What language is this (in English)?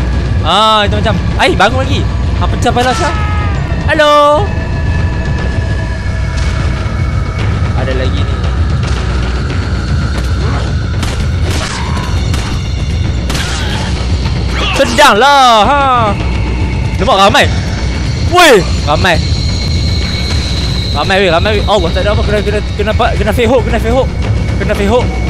Malay